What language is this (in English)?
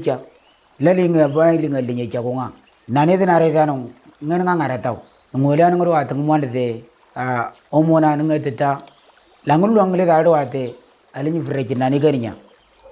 Moro